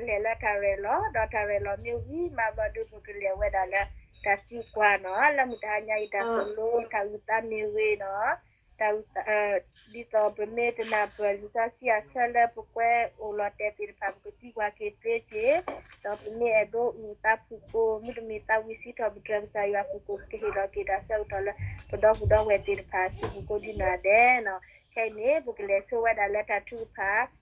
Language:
S'gaw Karen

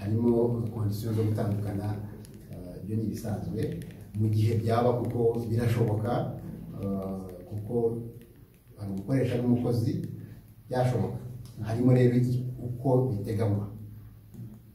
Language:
Kinyarwanda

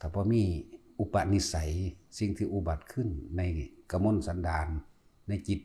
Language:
Lao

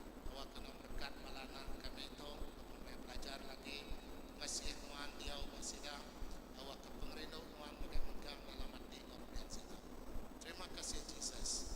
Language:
Iban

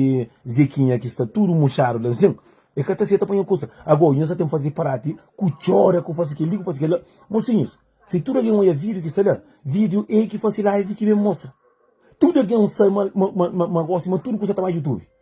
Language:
Kabuverdianu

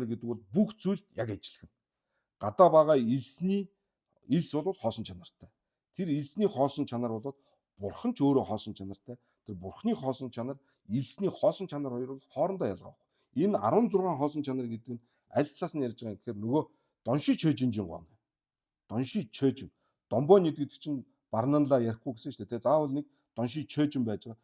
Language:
Mongolian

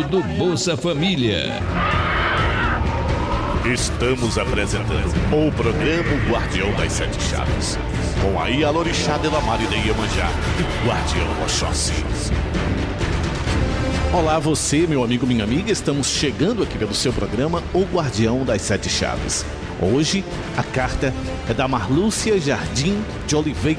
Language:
Portuguese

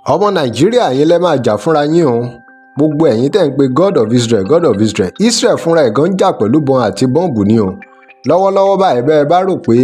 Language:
Yoruba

